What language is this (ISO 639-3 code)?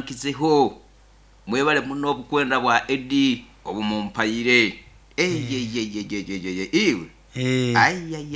nyo